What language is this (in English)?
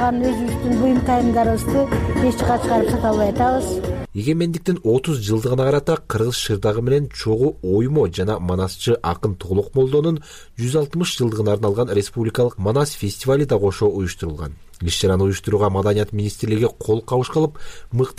Kyrgyz